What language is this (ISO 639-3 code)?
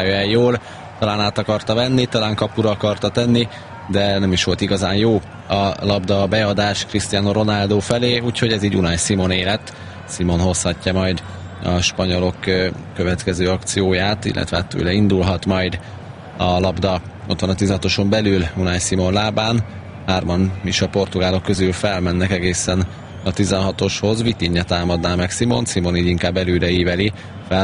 hun